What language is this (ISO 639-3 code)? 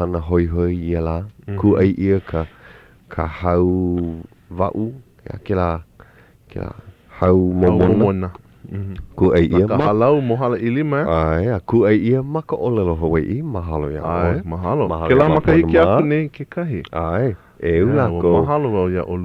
haw